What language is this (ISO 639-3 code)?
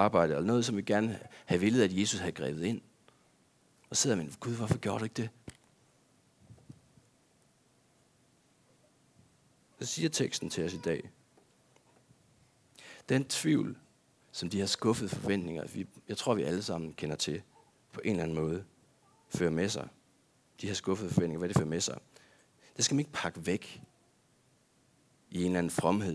dan